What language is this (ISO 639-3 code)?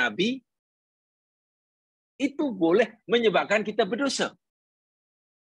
msa